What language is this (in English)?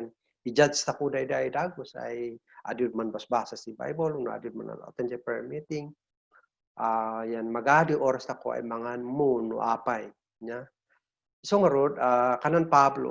Kankanaey